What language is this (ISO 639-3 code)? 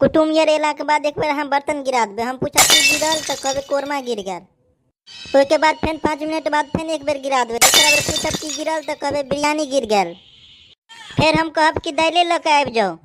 mai